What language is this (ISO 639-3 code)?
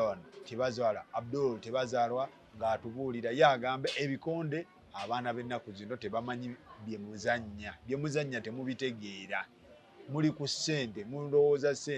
lug